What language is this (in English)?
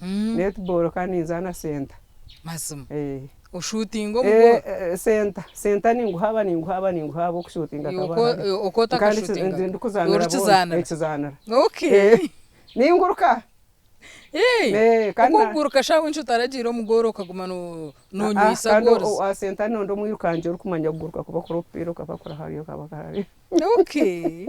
Nyankole